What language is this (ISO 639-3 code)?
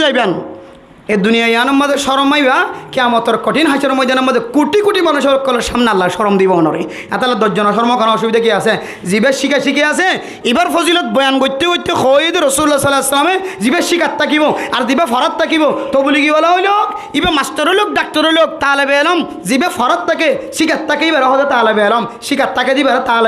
rhg